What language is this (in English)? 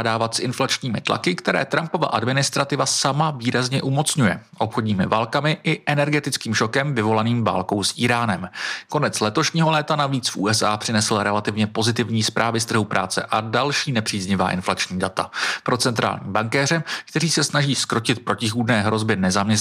Czech